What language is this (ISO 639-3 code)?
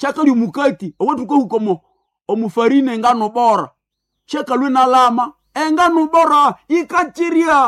nnb